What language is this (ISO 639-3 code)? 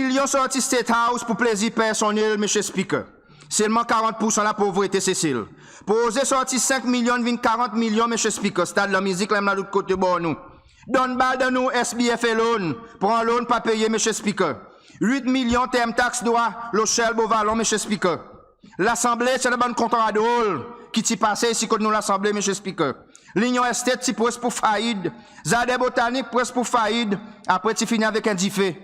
crs